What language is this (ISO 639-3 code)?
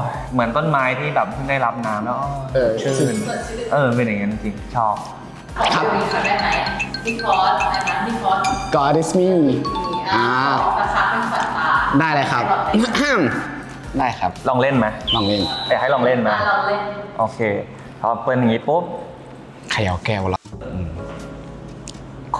tha